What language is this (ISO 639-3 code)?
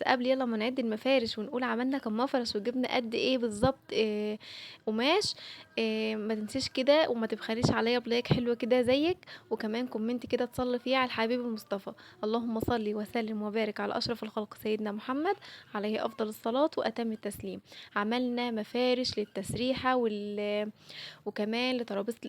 arz